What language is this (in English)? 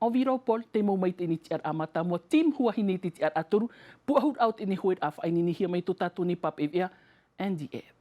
Tahitian